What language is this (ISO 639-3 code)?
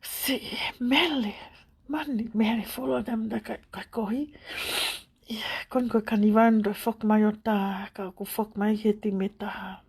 ton